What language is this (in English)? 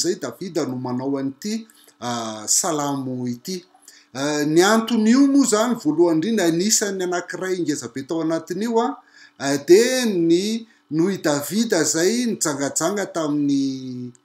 Malagasy